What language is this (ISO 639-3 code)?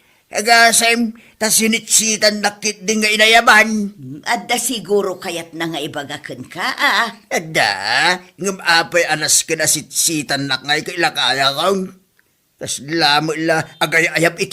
ilo